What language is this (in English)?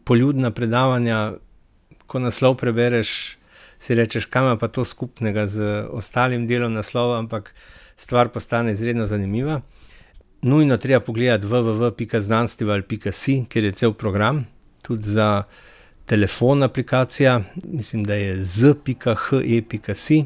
Slovenian